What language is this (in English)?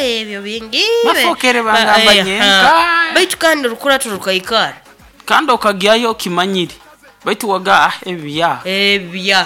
Nyoro